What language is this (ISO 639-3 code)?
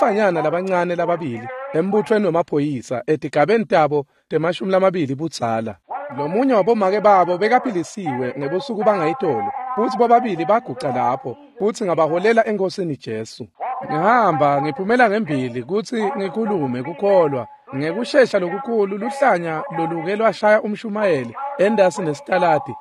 ssw